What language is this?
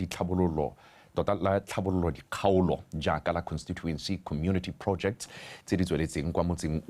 Tswana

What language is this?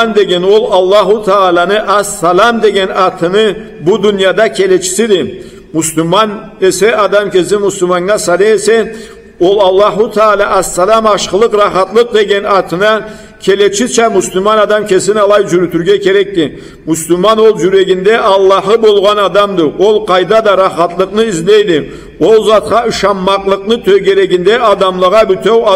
Karachay-Balkar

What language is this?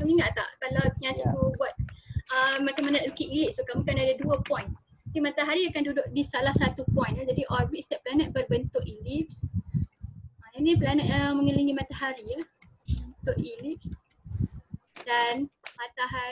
Malay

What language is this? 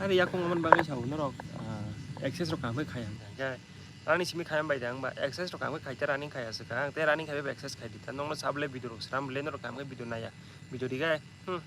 Kok Borok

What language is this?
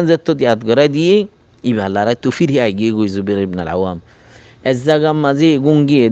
Rohingya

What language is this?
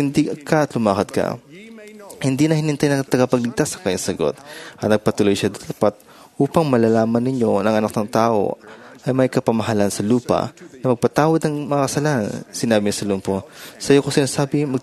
Filipino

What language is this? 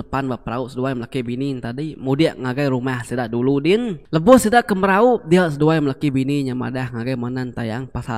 Iban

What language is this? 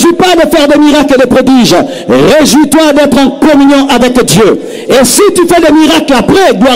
French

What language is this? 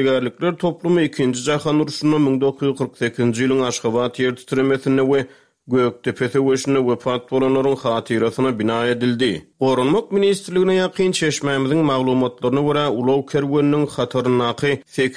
Turkmen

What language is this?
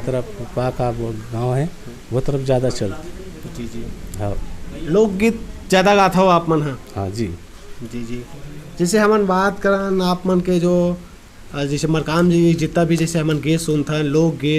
Chhattisgarhi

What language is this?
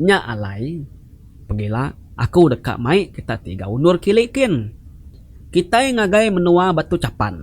Iban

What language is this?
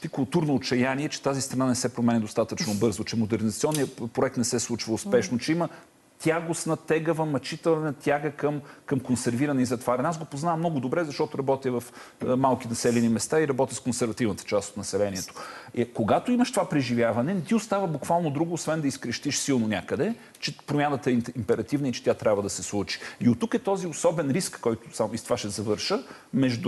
Bulgarian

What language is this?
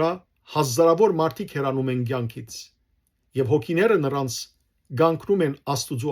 Western Armenian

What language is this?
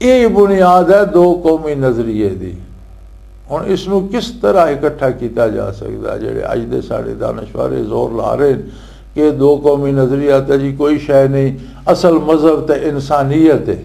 Western Panjabi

